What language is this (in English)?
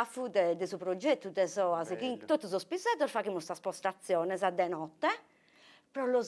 Sardinian